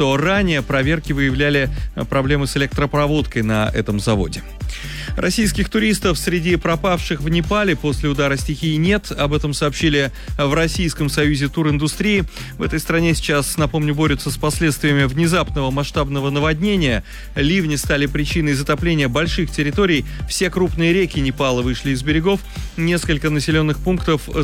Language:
Russian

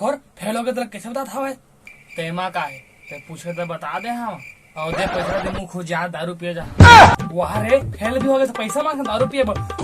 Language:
Chhattisgarhi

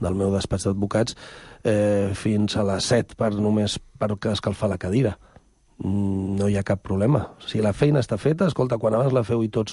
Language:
Catalan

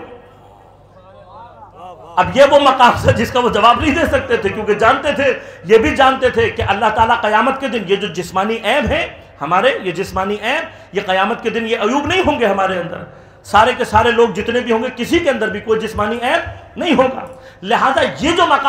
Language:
Urdu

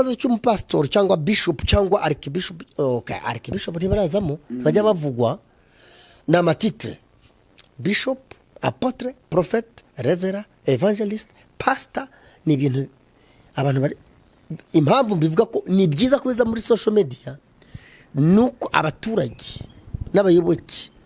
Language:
Kinyarwanda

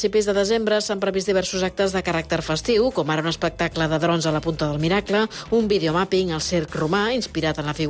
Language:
Catalan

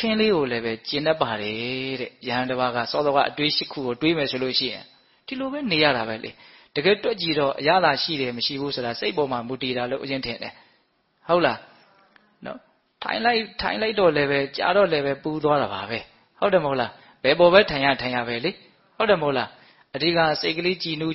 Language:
Burmese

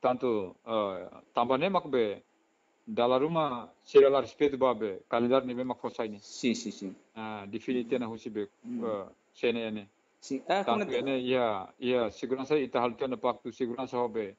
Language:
Tetum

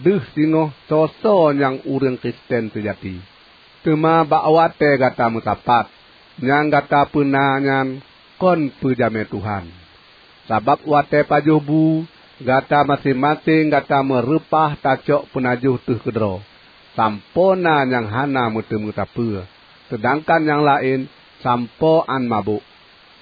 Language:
Achinese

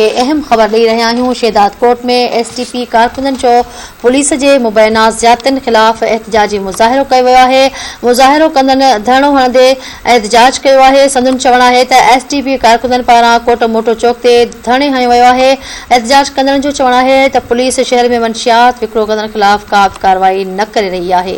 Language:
Sindhi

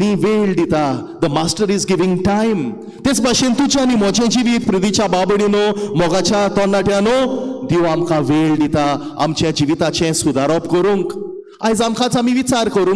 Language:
Konkani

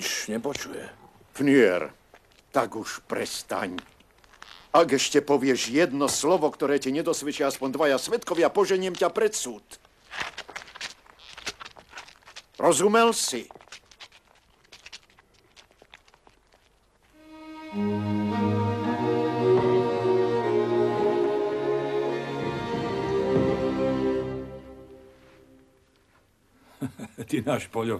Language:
Slovak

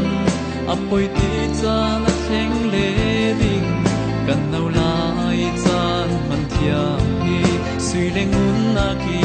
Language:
Falam Chin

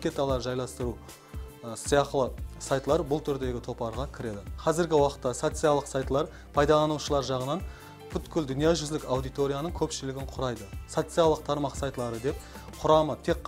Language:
Kara-Kalpak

